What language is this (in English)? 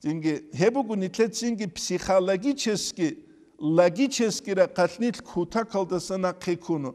Avaric